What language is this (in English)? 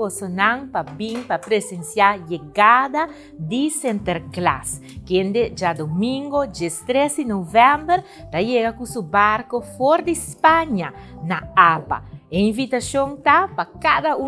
Papiamento